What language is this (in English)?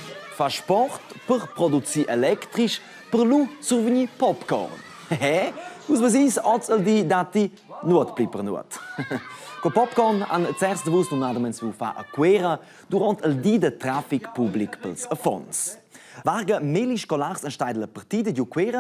Romansh